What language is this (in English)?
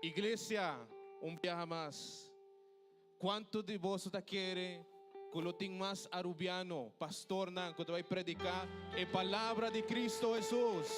Papiamento